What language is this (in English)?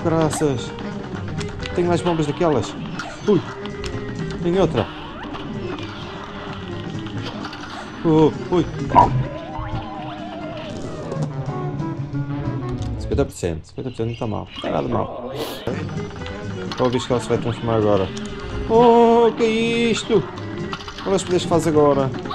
Portuguese